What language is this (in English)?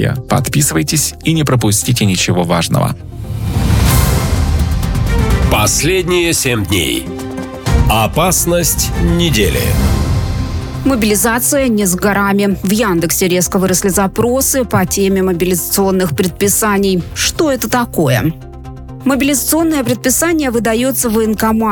Russian